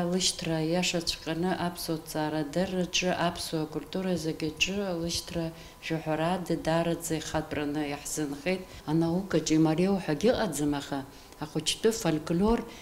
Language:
Abkhazian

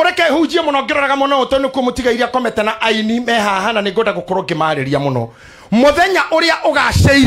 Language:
Kikuyu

